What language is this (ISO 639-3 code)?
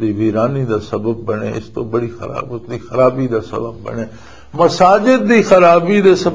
lah